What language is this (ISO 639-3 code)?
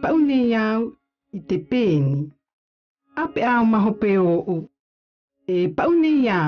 mqm